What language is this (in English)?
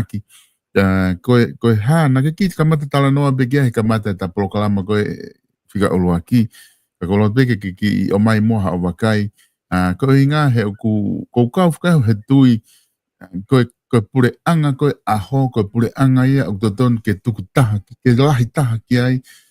Tongan